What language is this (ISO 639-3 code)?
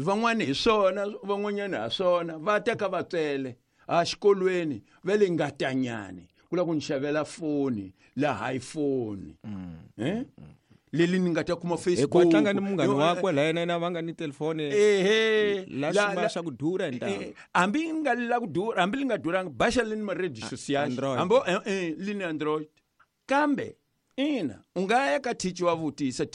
tso